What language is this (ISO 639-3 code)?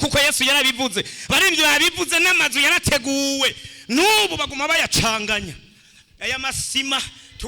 run